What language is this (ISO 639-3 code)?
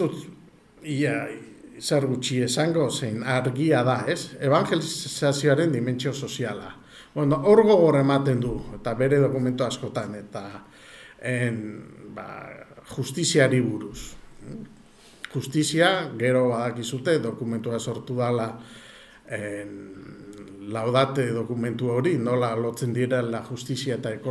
eus